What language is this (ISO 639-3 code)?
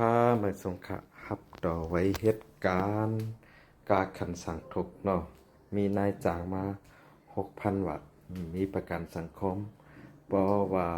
shn